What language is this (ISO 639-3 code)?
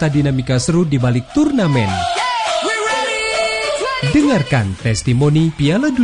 ind